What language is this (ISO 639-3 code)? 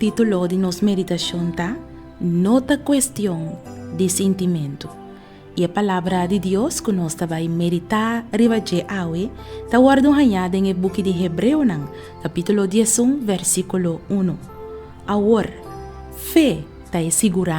pap